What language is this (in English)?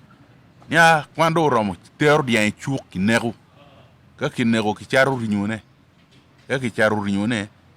Acoli